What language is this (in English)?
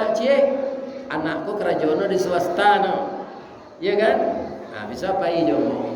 Minangkabau